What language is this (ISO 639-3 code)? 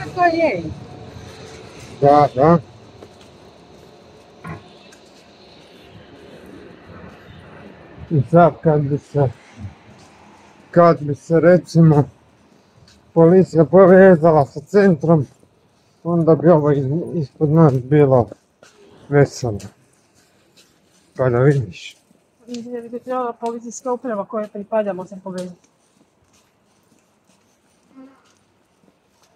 hrv